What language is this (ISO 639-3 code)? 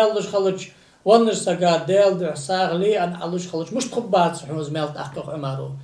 inh